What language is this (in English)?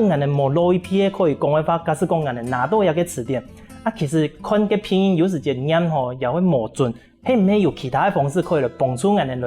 Hakka Chinese